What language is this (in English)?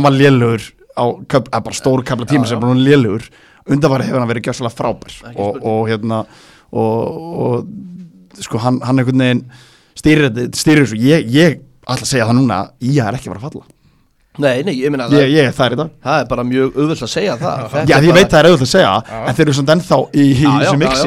Icelandic